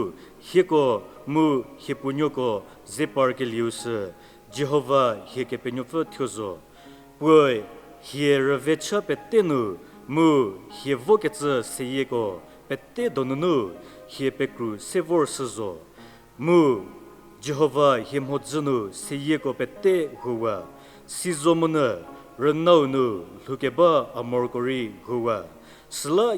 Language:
Angami Naga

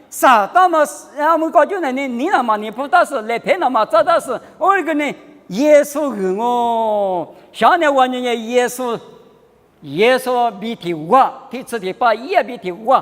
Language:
Lisu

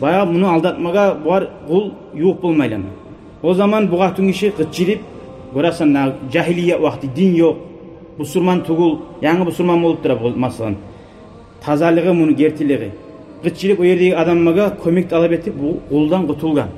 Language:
Kumyk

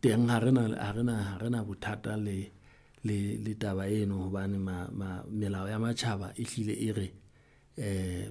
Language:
Southern Sotho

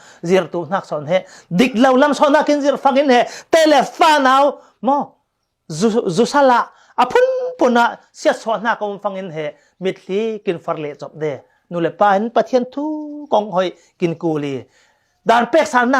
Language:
Falam Chin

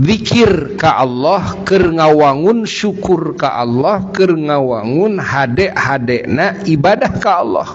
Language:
Sundanese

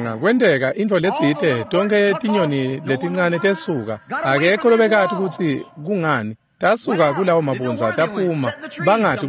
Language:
Swati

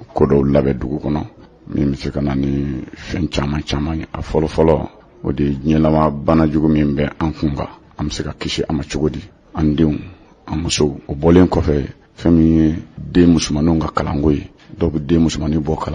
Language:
Bambara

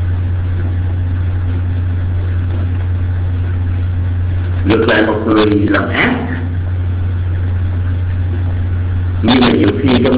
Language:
Vietnamese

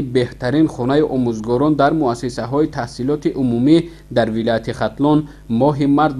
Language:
Tajik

